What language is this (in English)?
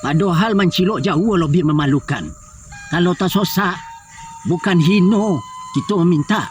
Minangkabau